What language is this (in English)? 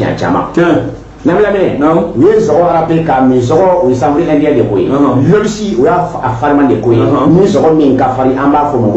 Bambara